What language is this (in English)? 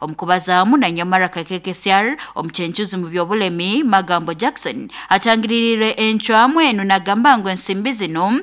Nyankole